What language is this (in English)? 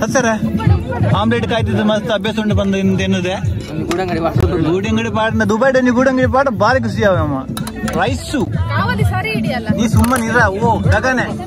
Tulu